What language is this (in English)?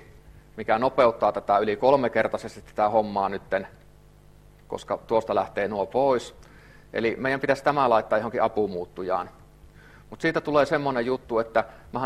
Finnish